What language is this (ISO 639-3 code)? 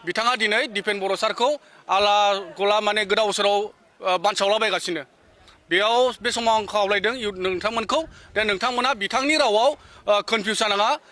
brx